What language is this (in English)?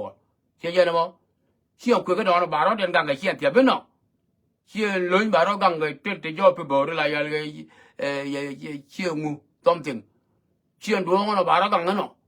Nuer